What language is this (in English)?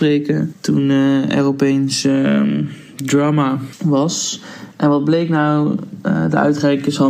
Dutch